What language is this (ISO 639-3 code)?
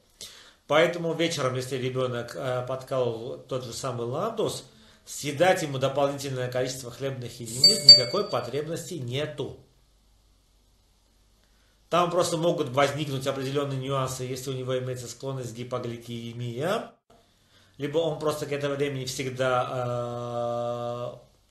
rus